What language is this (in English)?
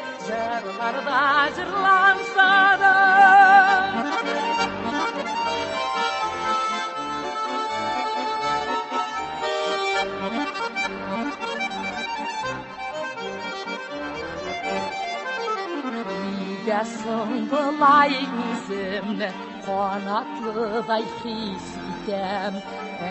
Tatar